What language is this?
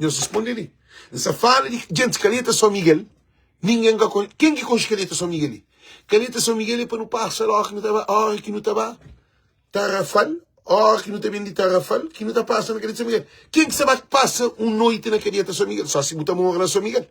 Kabuverdianu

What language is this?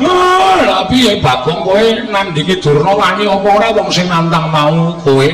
Javanese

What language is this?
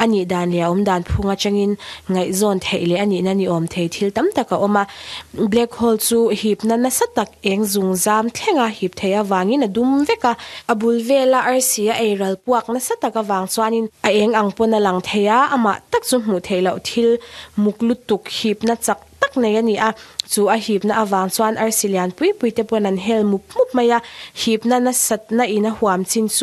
Mizo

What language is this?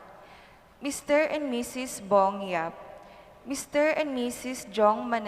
Pampanga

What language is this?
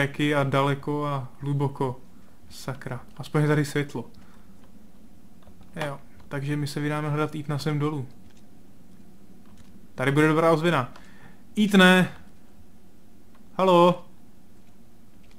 Czech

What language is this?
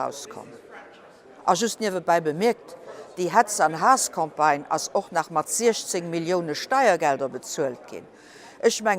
Luxembourgish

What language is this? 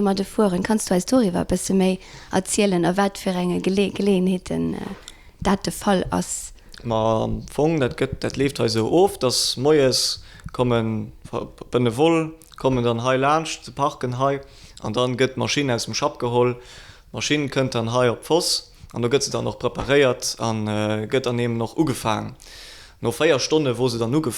Luxembourgish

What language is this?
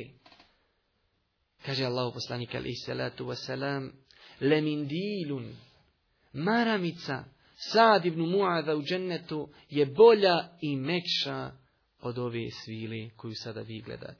Bosnian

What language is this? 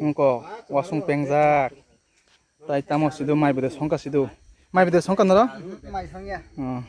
Kok Borok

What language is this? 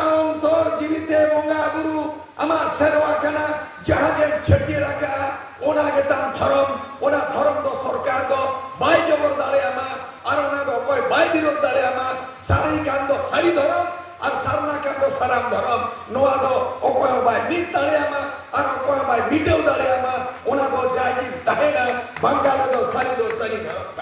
Santali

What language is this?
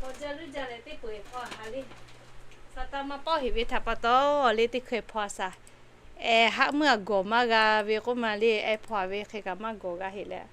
Lahu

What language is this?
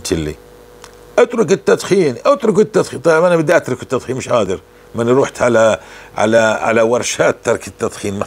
North Levantine Arabic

